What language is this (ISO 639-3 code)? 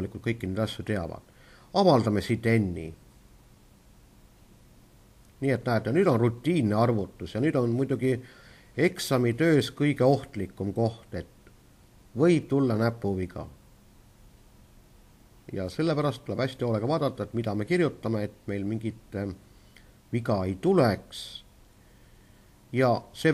est